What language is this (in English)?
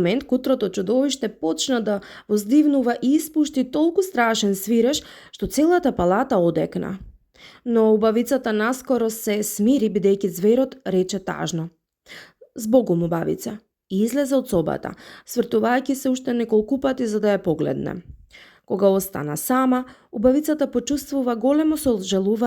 Macedonian